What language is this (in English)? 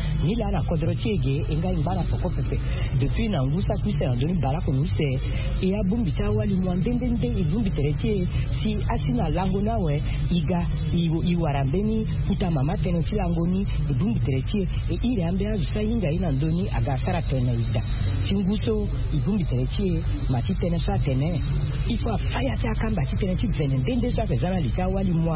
Sango